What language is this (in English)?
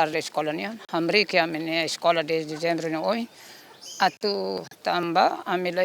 Tetum